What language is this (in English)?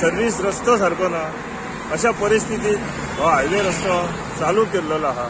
Konkani